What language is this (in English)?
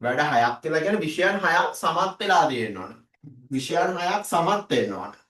Sinhala